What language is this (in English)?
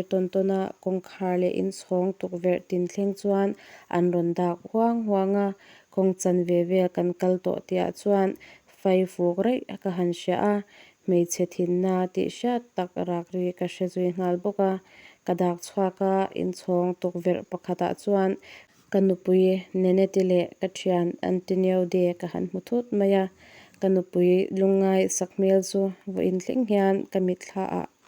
Mizo